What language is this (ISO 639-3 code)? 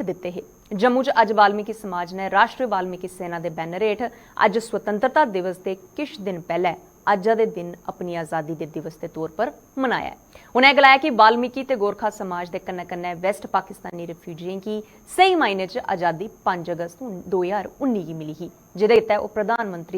doi